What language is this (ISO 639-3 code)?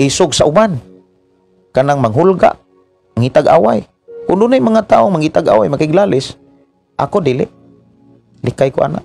ceb